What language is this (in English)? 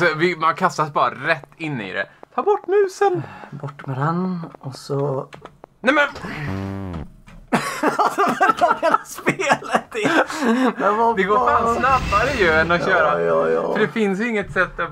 Swedish